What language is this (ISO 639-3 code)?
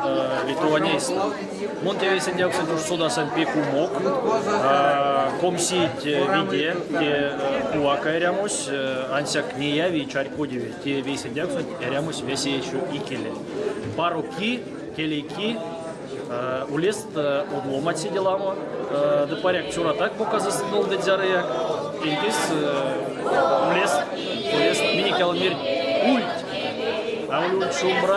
myv